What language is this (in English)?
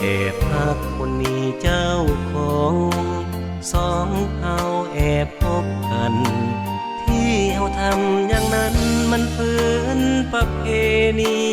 Lao